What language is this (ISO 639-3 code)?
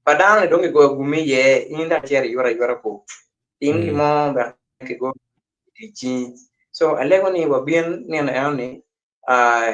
ach